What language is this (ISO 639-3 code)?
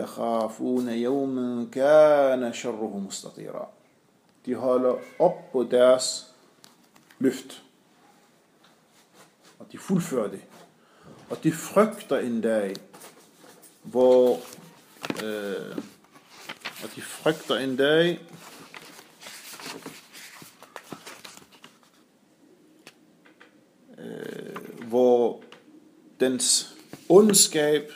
dan